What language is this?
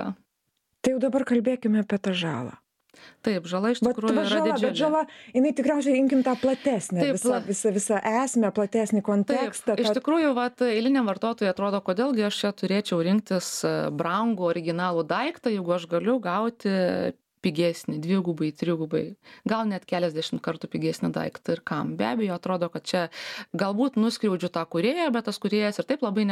Lithuanian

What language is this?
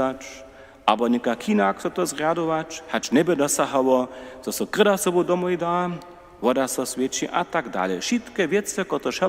Upper Sorbian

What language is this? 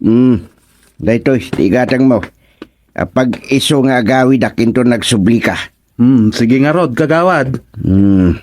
Iloko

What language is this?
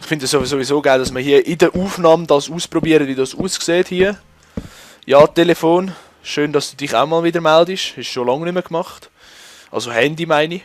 Swiss German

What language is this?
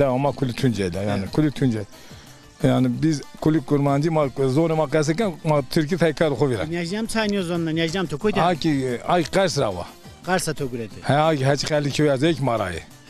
Zaza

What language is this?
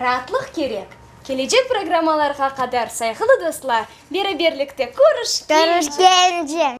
Crimean Tatar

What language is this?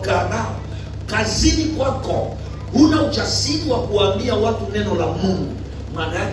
Swahili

